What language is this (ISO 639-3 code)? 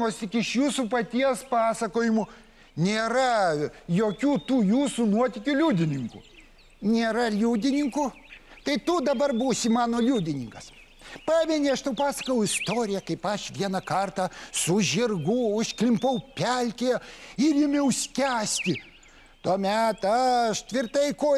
lit